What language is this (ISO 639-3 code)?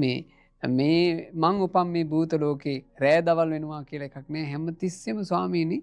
sin